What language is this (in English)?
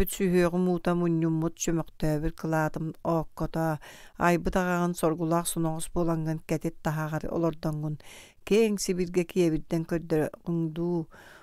Yakut